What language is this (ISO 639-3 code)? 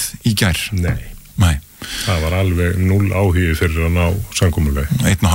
isl